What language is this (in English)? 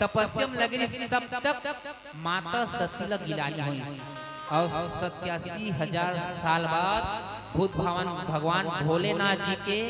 Chhattisgarhi